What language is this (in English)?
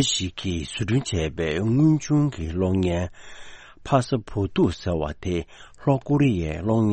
Tibetan